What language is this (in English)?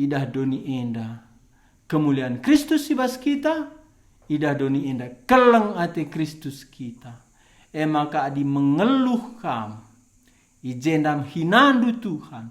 Batak Karo